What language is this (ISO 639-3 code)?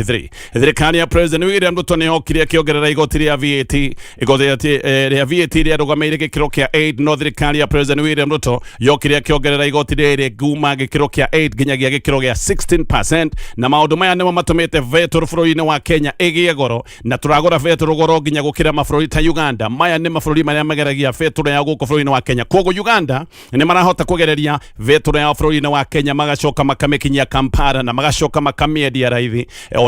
kik